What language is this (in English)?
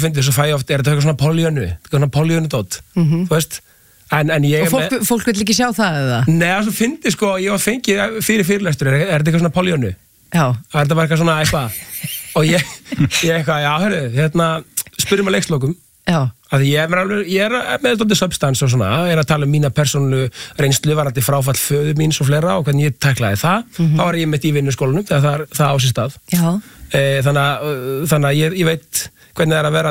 Icelandic